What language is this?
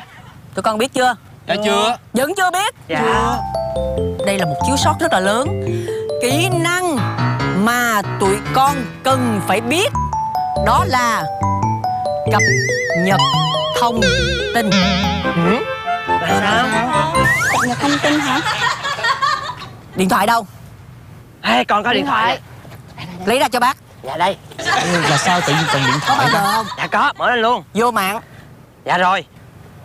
Vietnamese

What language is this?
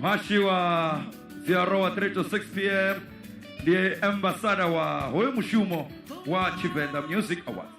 Venda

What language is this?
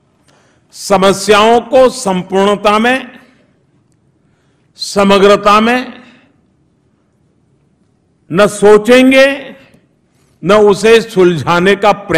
Hindi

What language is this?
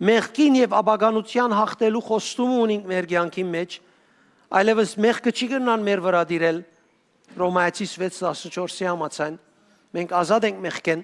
Western Armenian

